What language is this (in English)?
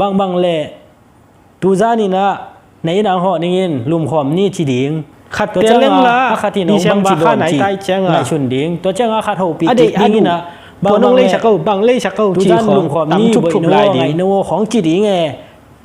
Tedim Chin